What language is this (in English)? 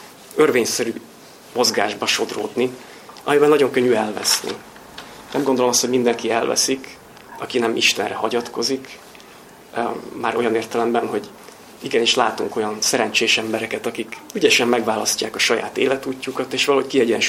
Hungarian